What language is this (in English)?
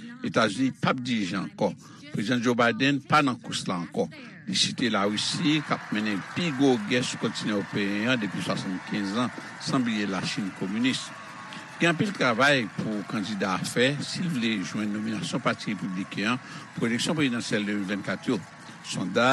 Haitian Creole